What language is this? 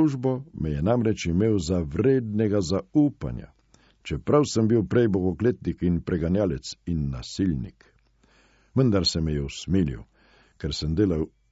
Slovenian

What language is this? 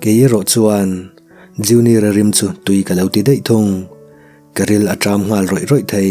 Mizo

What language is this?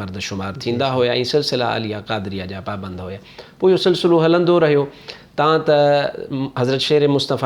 Sindhi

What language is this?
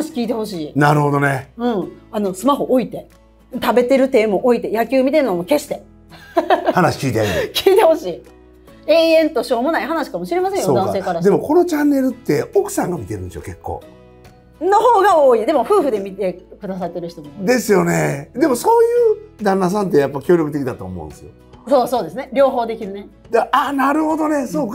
Japanese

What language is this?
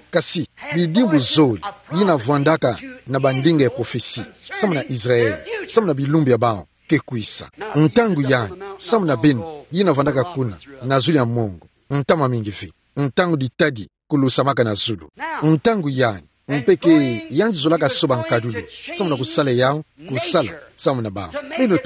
Kituba (Democratic Republic of Congo)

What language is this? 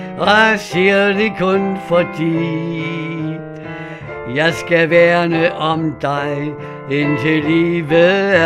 Danish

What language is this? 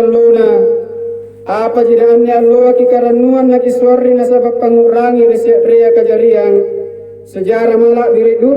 Makasar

